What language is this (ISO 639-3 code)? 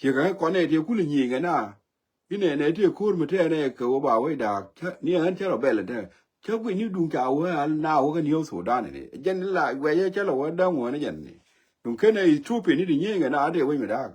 nus